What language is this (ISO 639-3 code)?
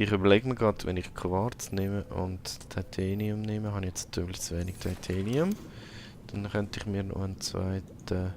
gsw